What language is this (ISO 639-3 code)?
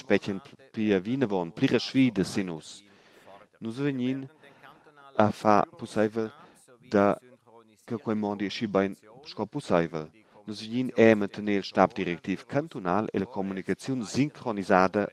roh